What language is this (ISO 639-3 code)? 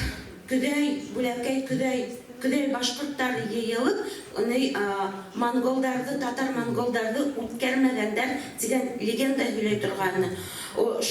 bak